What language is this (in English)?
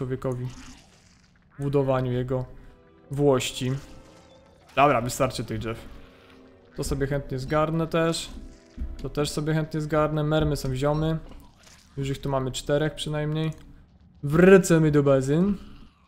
Polish